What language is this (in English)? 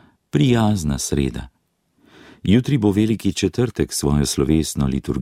Slovenian